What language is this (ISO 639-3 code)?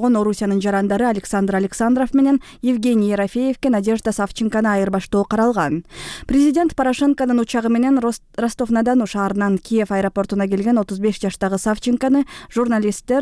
kir